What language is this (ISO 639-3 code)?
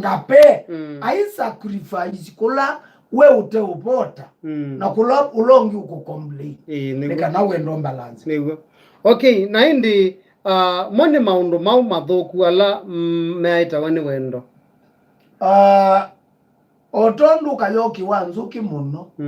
kam